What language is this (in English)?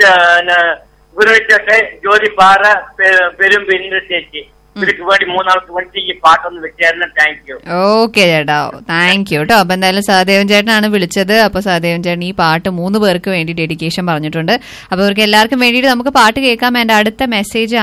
Malayalam